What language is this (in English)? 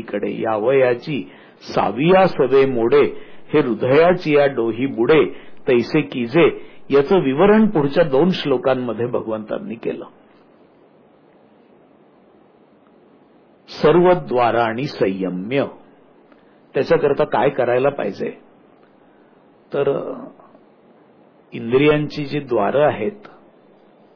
Marathi